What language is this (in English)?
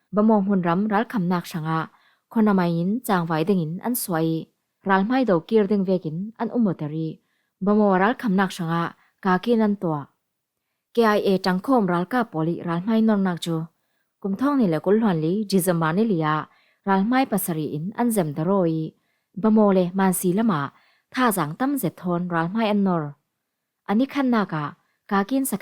Falam Chin